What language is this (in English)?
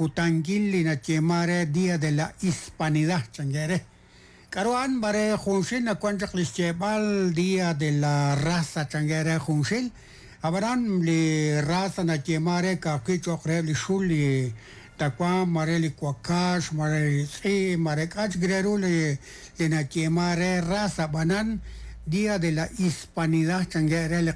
Kekchí